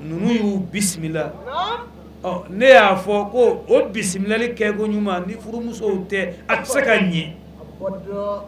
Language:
Bambara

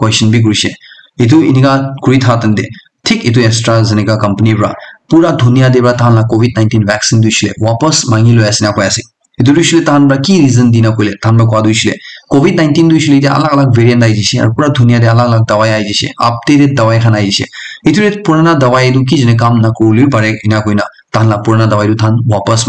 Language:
Naga Pidgin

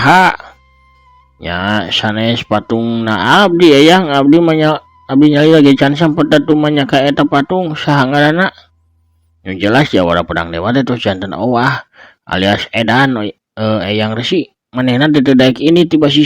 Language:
Sundanese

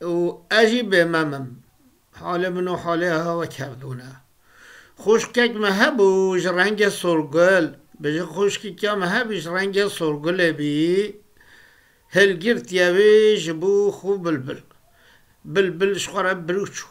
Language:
Kurdish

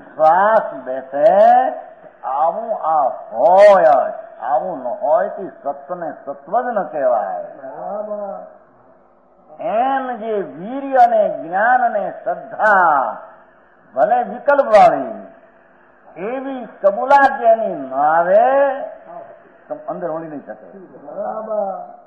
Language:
Gujarati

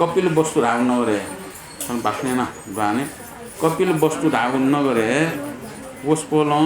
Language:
Newari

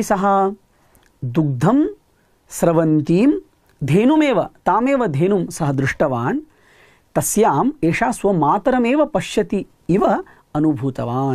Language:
Sanskrit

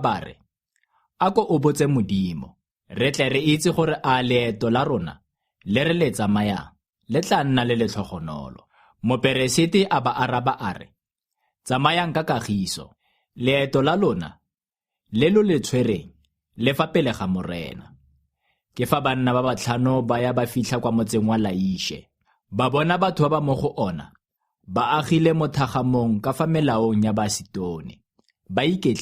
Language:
Tswana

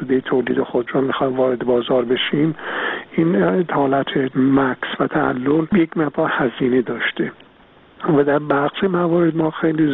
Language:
Persian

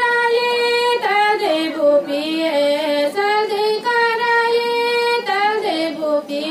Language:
Riang (India)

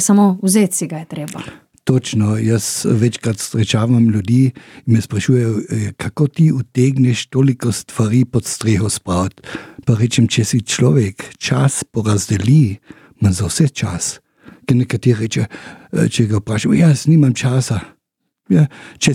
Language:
Slovenian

